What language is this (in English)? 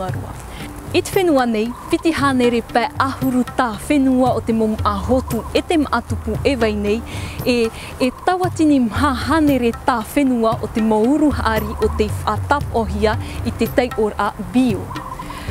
Tahitian